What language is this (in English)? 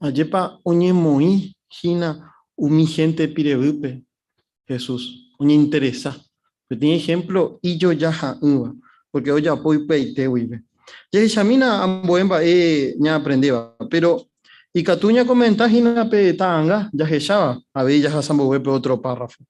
Guarani